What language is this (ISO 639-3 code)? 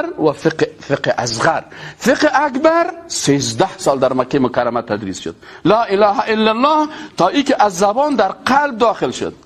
fas